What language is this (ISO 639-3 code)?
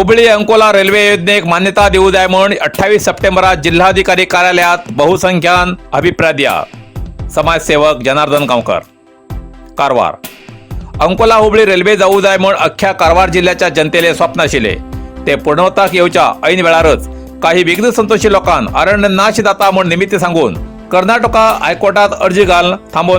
kok